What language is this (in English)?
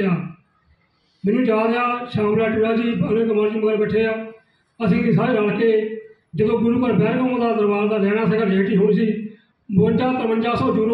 Punjabi